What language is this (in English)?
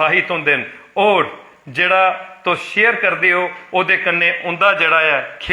Dogri